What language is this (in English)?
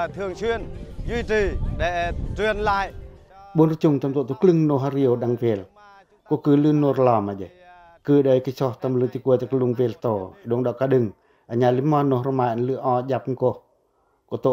Pacoh